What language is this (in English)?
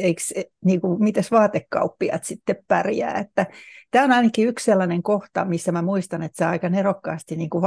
Finnish